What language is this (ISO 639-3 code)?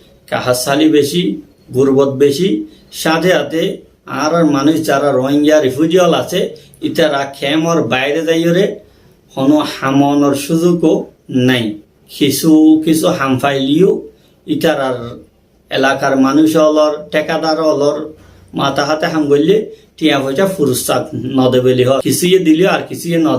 rhg